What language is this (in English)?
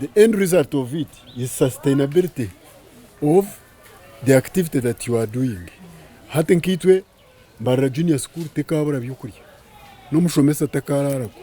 Nyankole